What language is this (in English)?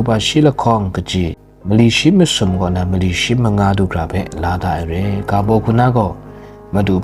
Kachin